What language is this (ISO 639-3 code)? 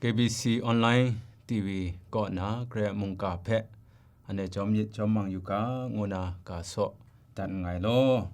kac